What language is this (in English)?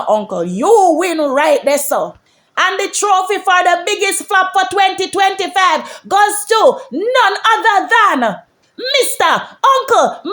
Jamaican Creole English